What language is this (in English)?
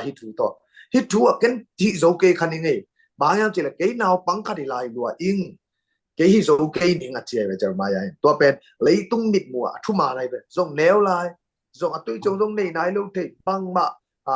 Tedim Chin